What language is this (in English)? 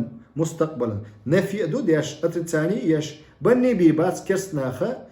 Chechen